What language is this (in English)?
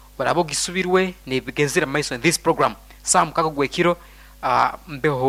Nyoro